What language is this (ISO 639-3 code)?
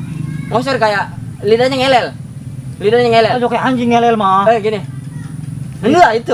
bew